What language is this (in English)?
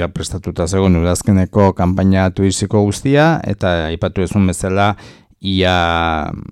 Basque